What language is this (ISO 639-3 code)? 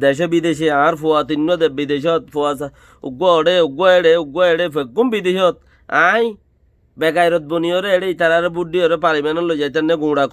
rhg